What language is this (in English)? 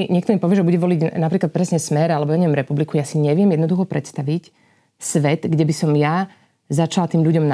Slovak